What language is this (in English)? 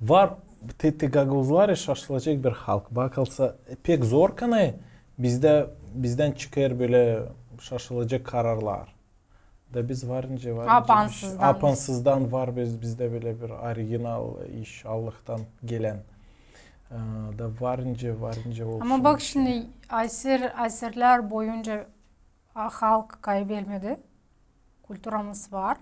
Gagauz